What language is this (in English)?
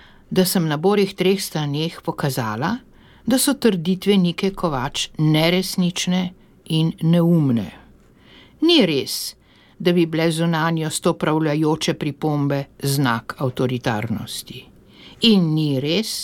Slovenian